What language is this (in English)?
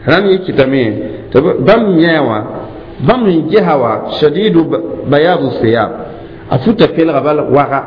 Mossi